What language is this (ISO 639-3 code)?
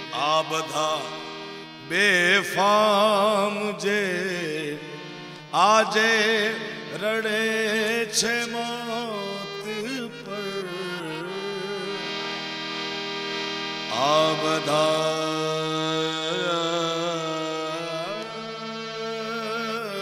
guj